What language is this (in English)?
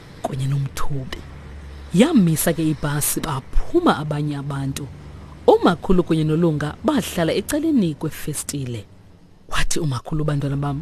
Xhosa